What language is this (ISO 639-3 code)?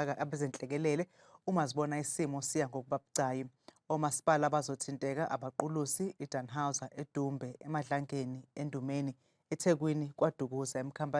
zul